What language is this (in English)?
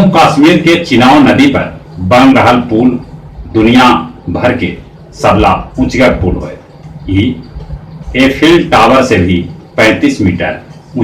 Magahi